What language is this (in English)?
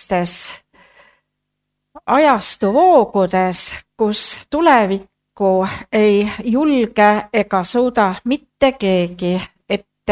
Estonian